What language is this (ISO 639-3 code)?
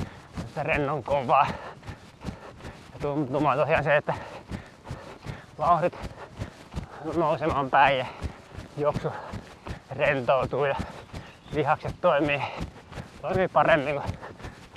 fin